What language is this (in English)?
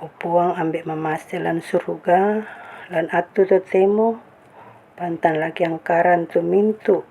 Toraja-Sa'dan